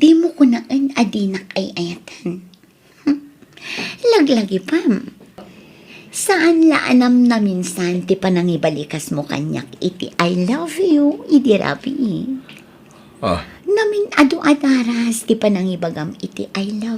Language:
Iloko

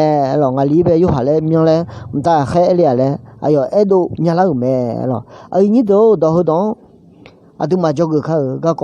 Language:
Akha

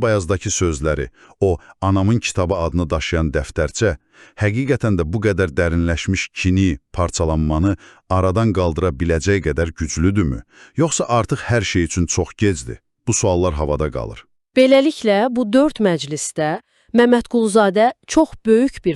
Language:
Azerbaijani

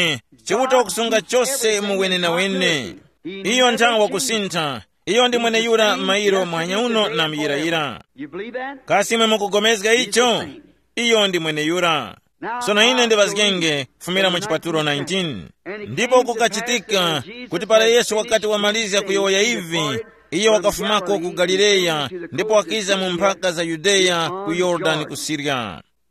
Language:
Tumbuka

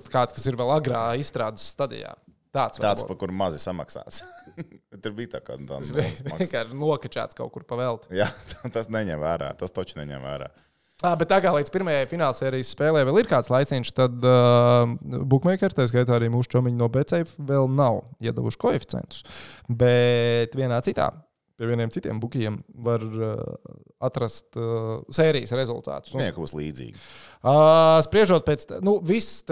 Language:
Latvian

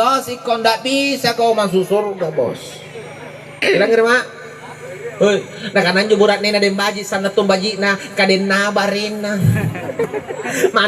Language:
Makasar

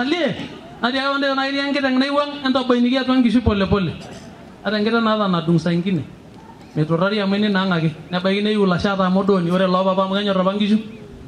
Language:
Masai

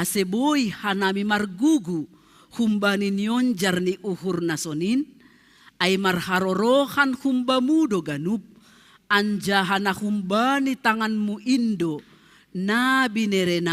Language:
Batak Simalungun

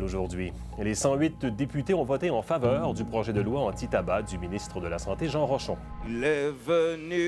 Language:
French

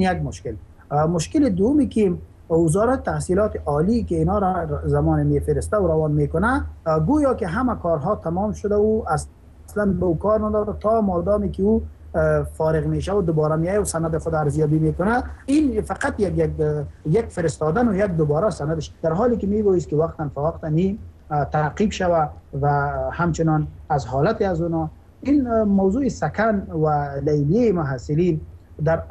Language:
Persian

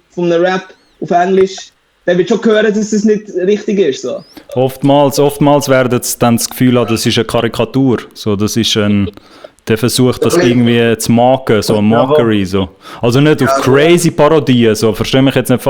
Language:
Swiss German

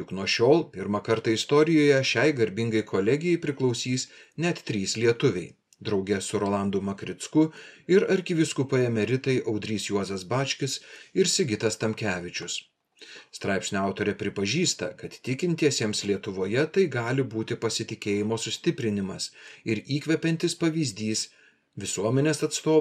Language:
Lithuanian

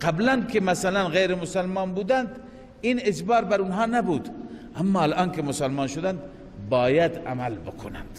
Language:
Persian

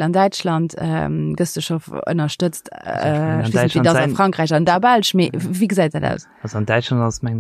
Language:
Luxembourgish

